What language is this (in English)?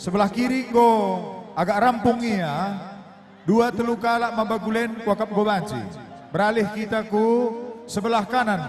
Batak Karo